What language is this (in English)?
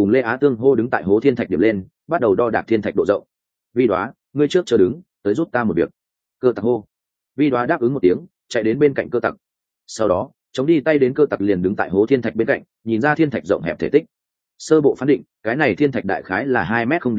Vietnamese